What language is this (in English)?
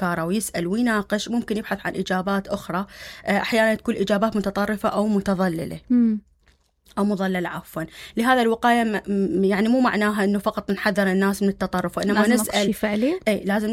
Mesopotamian Arabic